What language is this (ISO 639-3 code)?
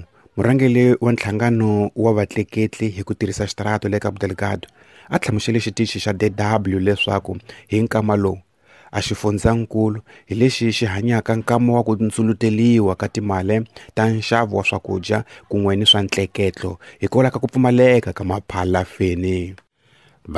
tso